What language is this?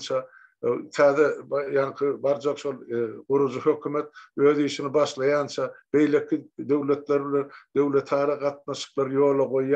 Turkmen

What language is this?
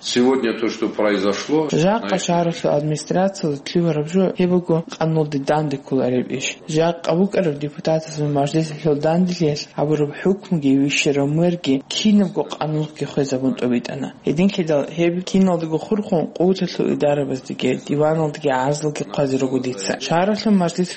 Avaric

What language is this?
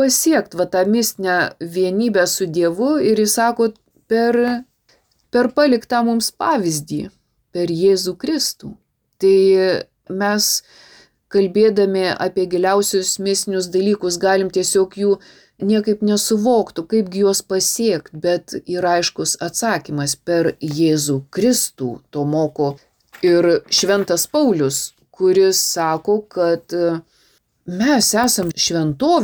Lithuanian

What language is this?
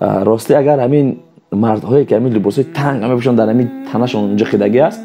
Tajik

